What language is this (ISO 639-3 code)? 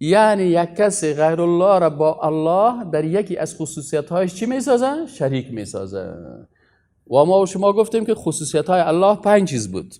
fas